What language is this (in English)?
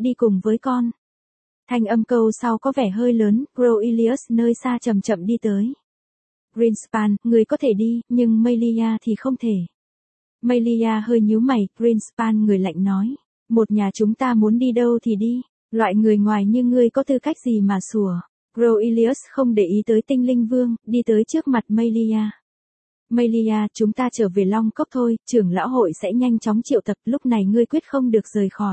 Vietnamese